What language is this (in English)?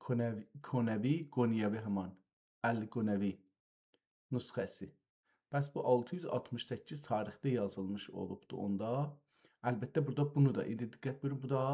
South Azerbaijani